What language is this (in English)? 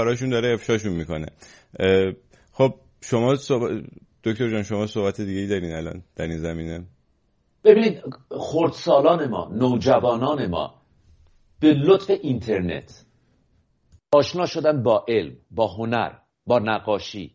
Persian